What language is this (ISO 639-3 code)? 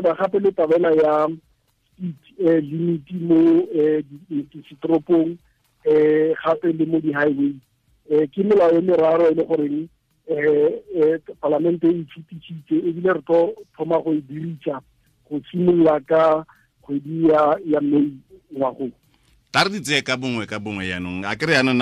tsn